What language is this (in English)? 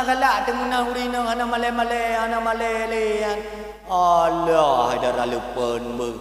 Achinese